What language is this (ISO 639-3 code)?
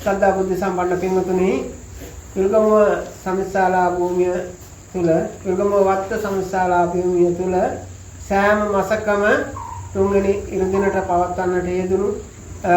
sin